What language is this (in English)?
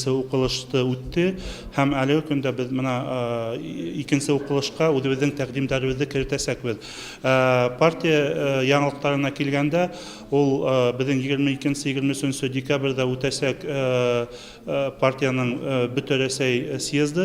Bashkir